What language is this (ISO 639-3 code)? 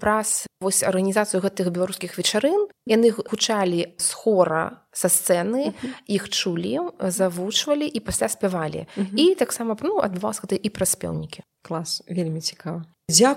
bel